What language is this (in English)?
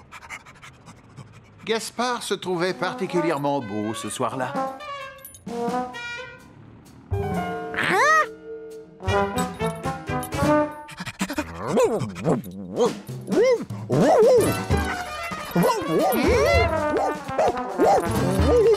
French